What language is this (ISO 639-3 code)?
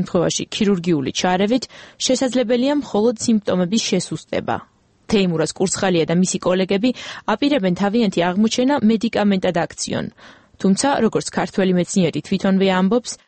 kat